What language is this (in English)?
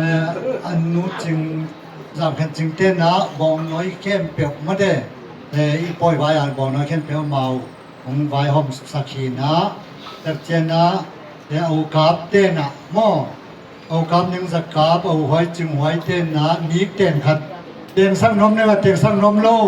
Tedim Chin